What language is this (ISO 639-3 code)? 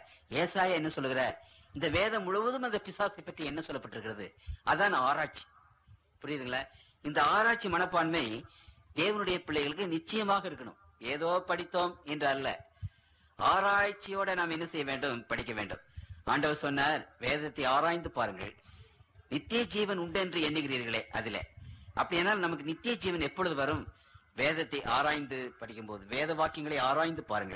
tam